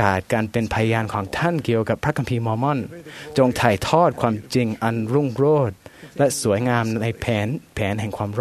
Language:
Thai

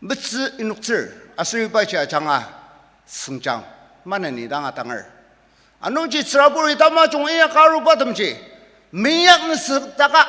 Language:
Ao Naga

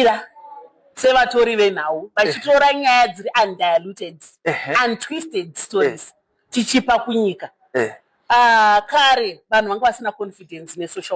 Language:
Shona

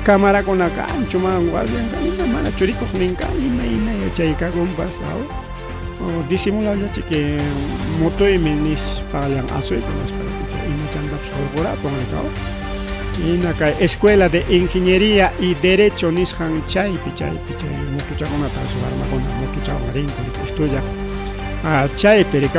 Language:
Ayacucho Quechua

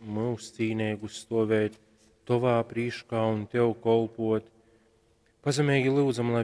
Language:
Latgalian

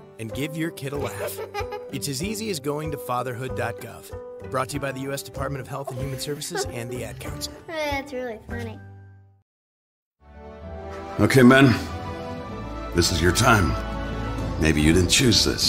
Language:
English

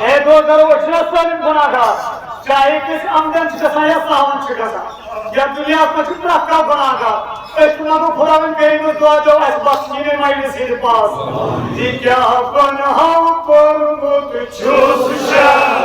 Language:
Kashmiri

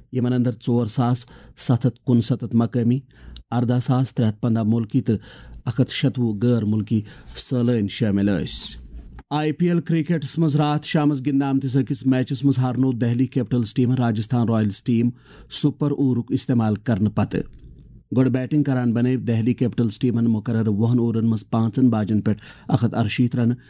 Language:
Kashmiri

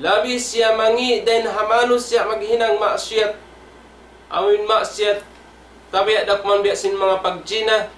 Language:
Tausug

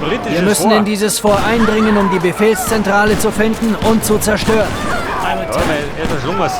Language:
Bavarian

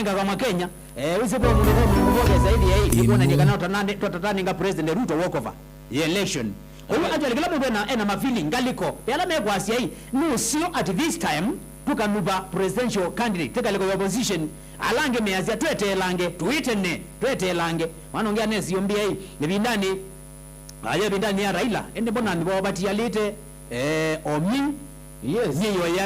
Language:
Kamba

